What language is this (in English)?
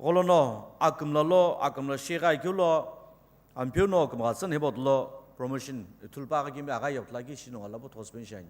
Sumi Naga